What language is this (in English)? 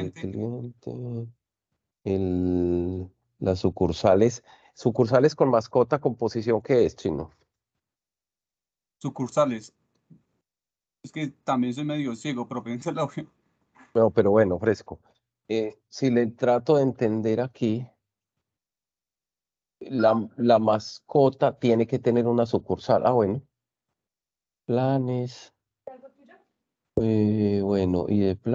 Spanish